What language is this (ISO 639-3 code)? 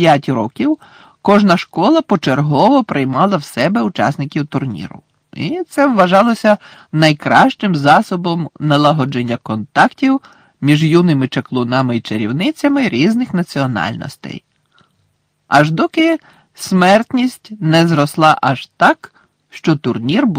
ukr